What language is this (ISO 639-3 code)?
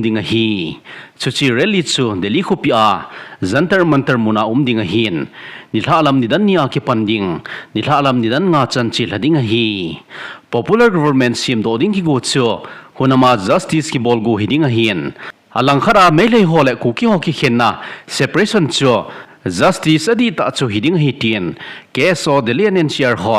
tcz